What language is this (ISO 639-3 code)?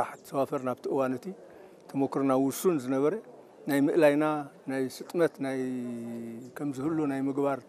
tir